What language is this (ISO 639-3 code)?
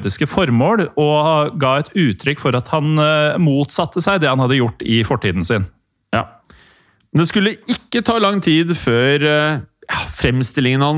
nor